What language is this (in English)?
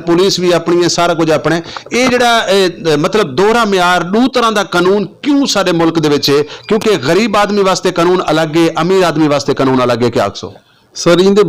Saraiki